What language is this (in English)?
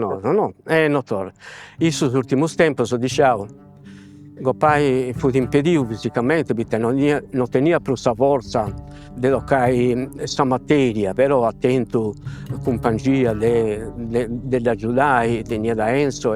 Sardinian